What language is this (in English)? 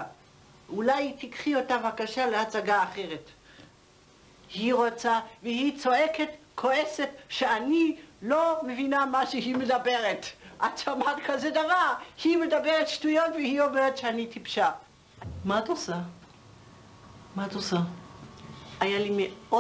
Hebrew